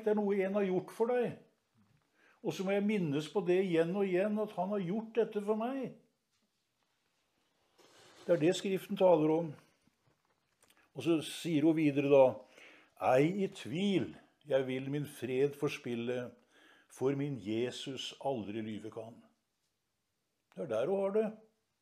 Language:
Norwegian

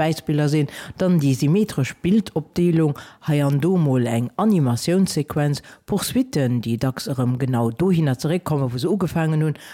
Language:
Luxembourgish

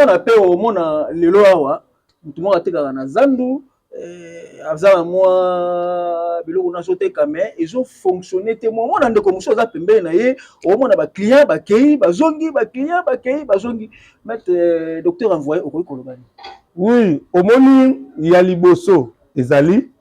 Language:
Lingala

